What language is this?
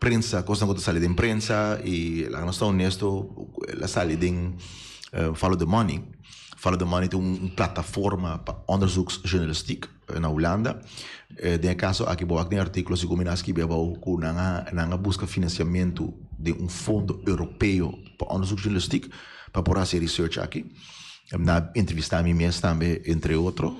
Papiamento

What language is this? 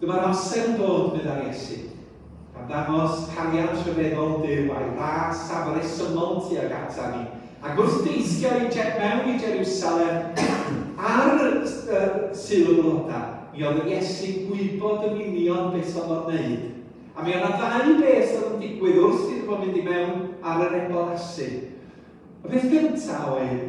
Welsh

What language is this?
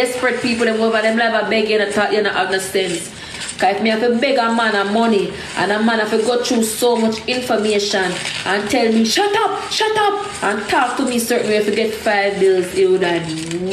Jamaican Creole English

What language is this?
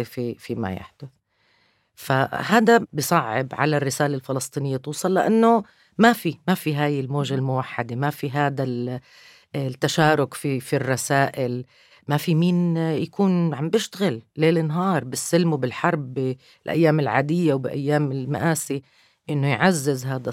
North Levantine Arabic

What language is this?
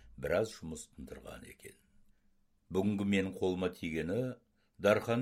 Kazakh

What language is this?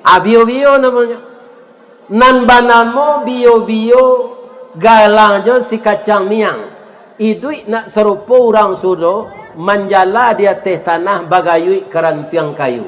Minangkabau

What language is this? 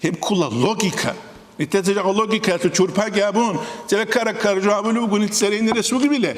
Avaric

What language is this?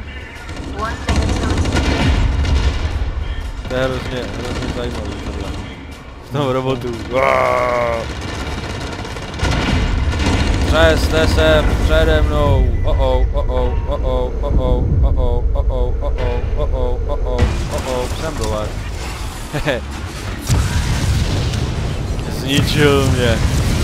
Czech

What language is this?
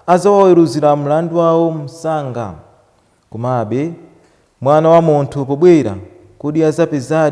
Nyanja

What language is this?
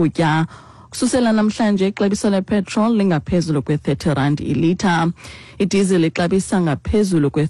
Xhosa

